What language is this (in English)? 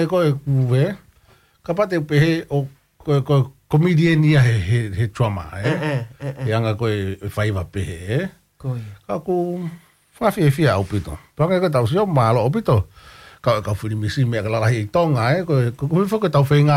Tongan